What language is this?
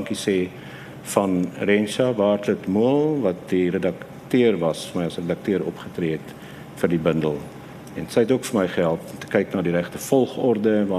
Afrikaans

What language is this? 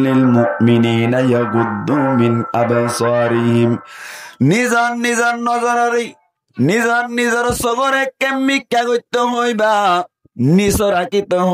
Rohingya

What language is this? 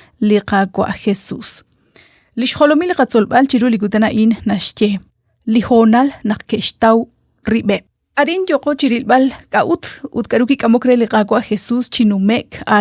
Kekchí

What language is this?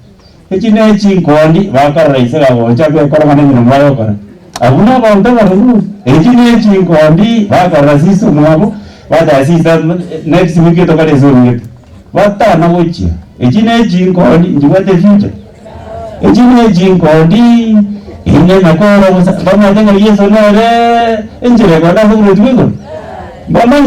Gusii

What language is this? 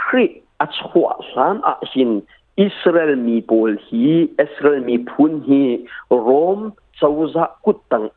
Hakha Chin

